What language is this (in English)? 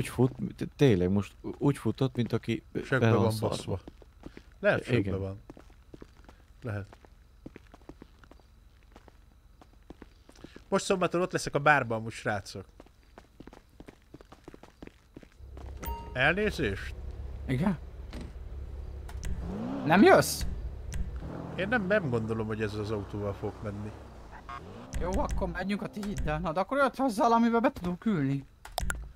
Hungarian